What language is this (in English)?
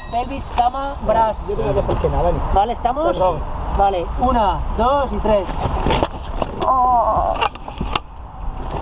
Catalan